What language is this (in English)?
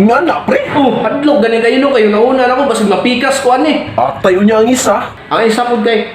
Cebuano